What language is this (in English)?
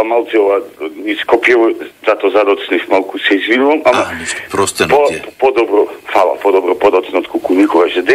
Macedonian